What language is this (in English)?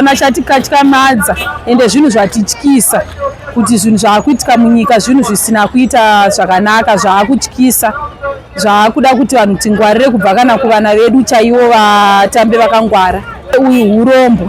Shona